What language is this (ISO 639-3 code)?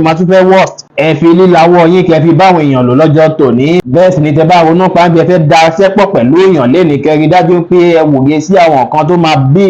yor